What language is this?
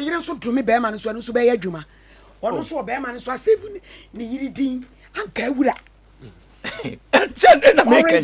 Akan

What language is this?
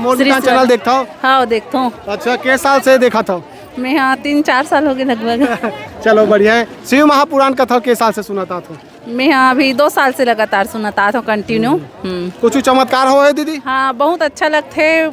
Chhattisgarhi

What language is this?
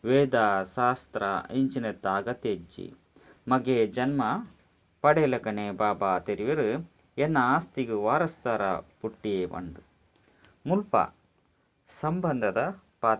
Tulu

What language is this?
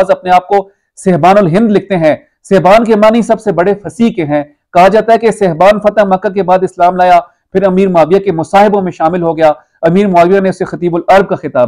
Hindi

